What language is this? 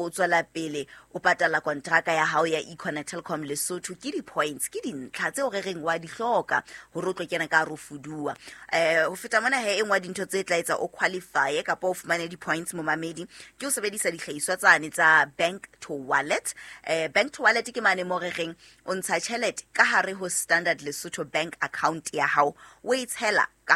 Southern Sotho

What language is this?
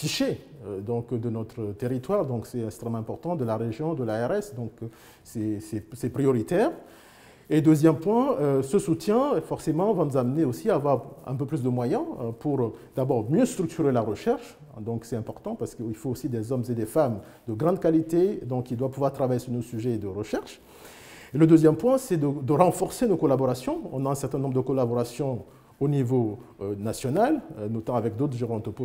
French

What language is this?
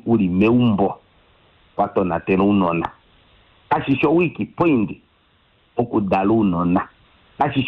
Kuanyama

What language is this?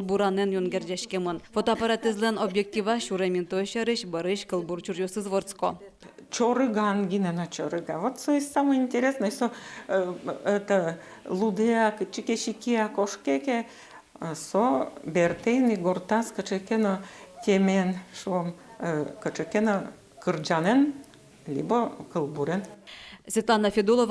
Udmurt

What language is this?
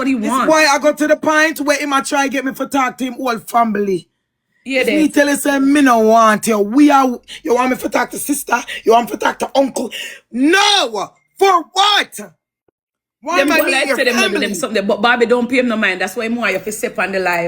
Jamaican Creole English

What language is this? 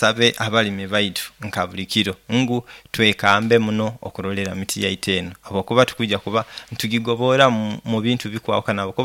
Nyoro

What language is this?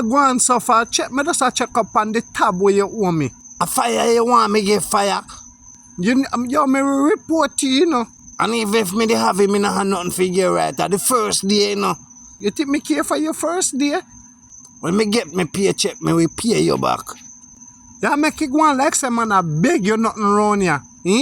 Jamaican Creole English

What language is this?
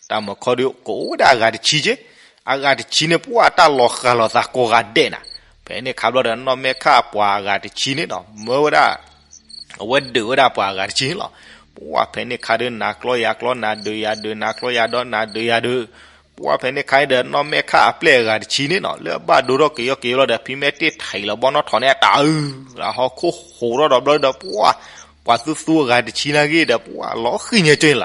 S'gaw Karen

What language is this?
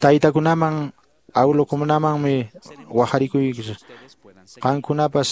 Quechua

